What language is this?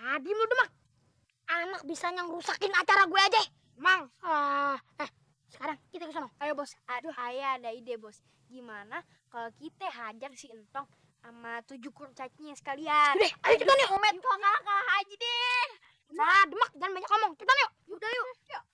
Betawi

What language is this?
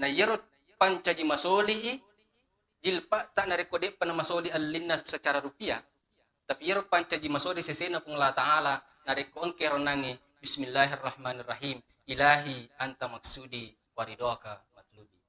Buginese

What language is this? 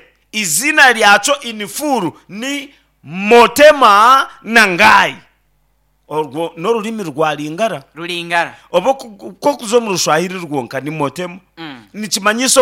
Nyankole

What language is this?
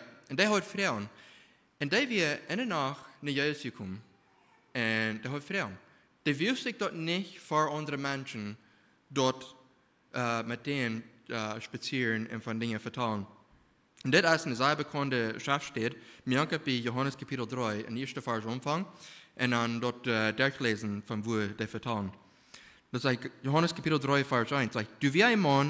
Plautdietsch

